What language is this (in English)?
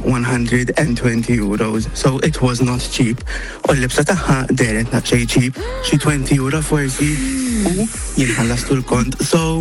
Maltese